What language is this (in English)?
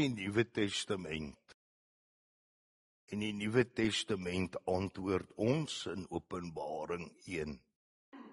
Afrikaans